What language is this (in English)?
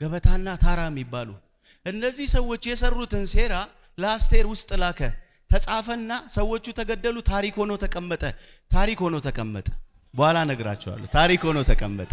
Amharic